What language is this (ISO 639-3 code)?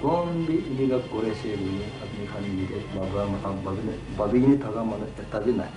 nag